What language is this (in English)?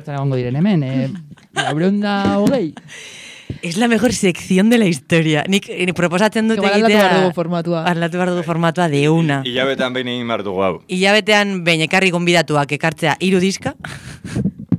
Basque